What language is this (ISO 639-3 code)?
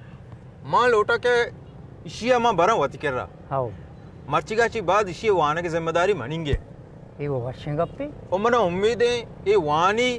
bal